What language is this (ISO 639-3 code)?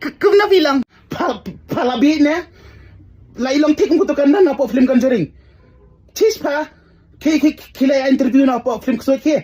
kha